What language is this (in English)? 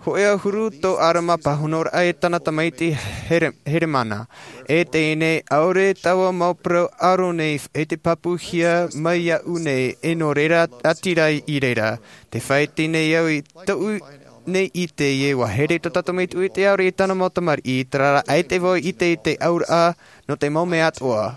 Tahitian